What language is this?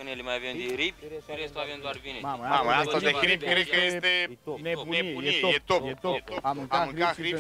Romanian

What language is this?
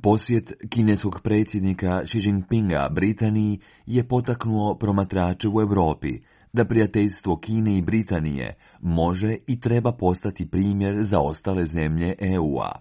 Croatian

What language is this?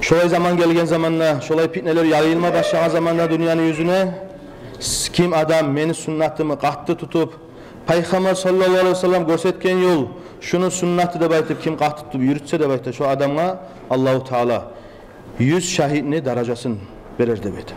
Kumyk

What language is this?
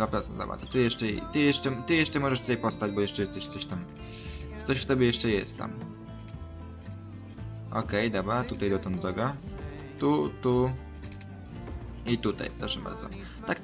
Polish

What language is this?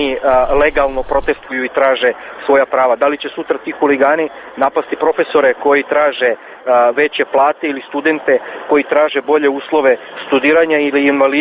Serbian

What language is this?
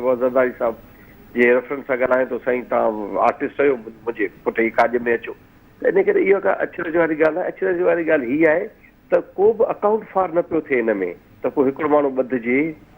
Sindhi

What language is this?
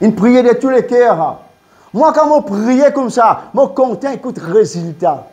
Morisyen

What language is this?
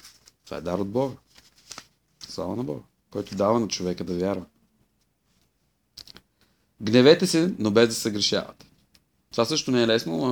Bulgarian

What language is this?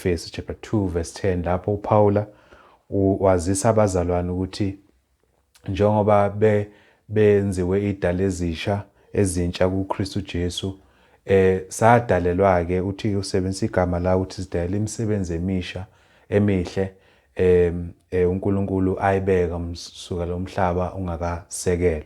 Zulu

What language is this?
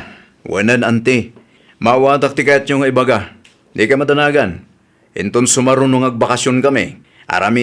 Iloko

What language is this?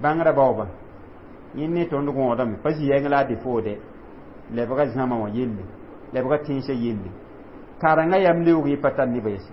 Mossi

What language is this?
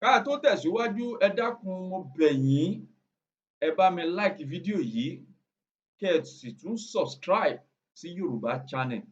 Yoruba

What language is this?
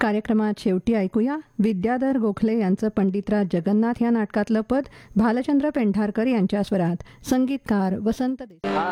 Marathi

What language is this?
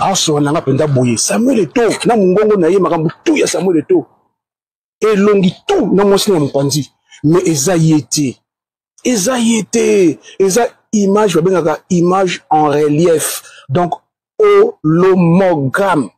Lingala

